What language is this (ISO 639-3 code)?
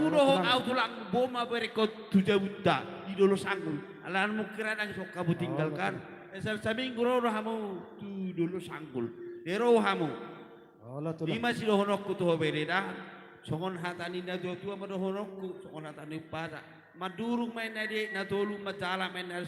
bbc